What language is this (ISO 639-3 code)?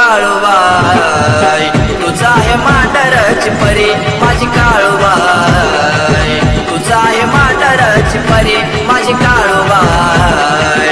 mar